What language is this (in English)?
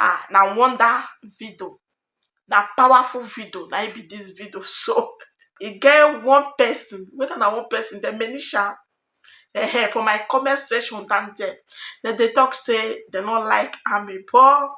Nigerian Pidgin